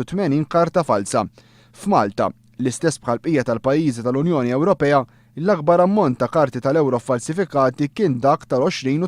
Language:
Maltese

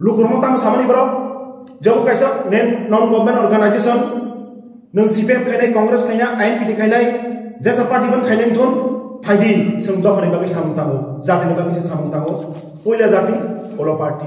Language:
Kok Borok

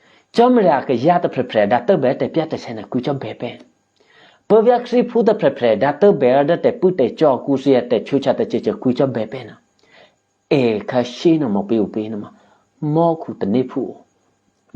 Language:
Eastern Kayah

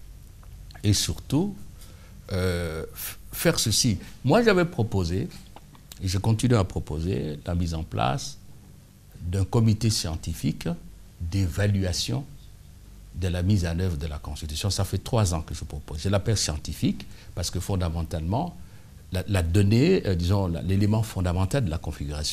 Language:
French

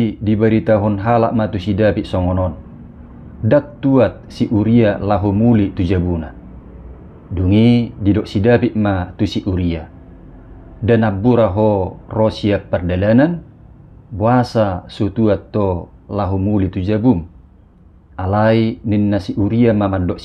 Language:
Batak Toba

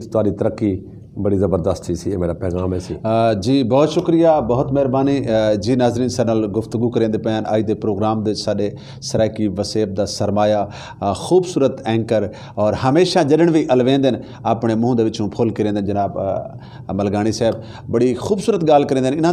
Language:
Saraiki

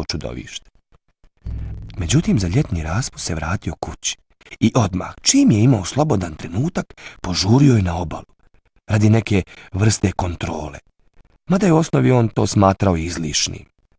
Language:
Bosnian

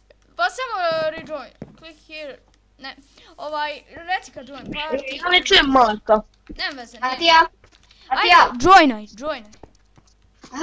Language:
Croatian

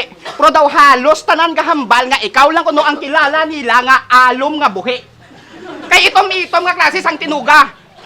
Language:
Hiligaynon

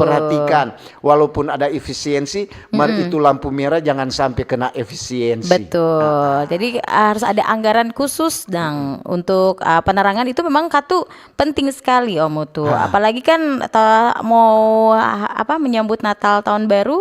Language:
Manado Malay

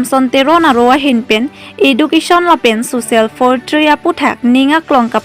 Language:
Karbi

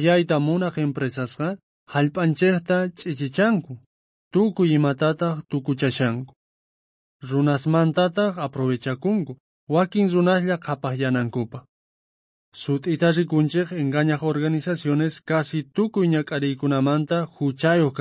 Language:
South Bolivian Quechua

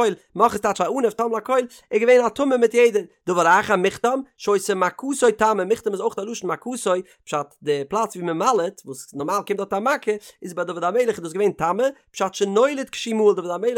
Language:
Yiddish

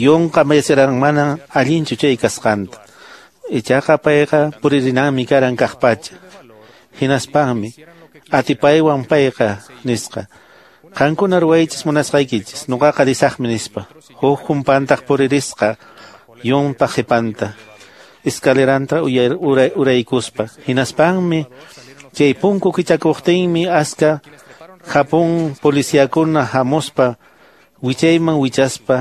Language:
Quechua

